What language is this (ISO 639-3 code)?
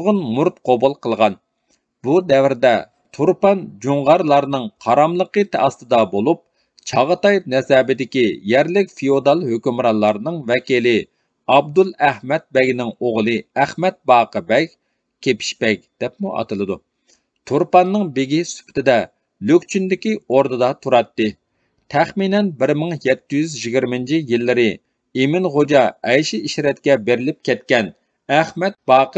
uig